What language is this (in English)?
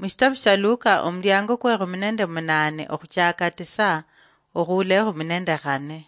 Luyia